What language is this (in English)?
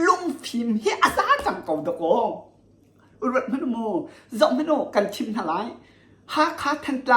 Hakha Chin